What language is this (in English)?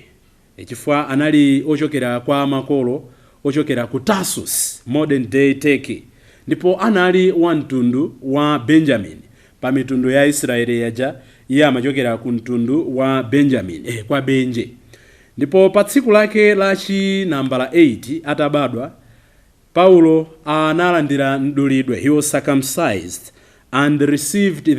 Nyanja